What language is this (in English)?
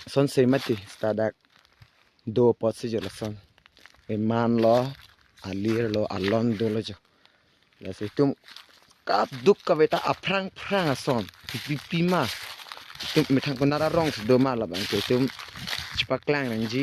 Karbi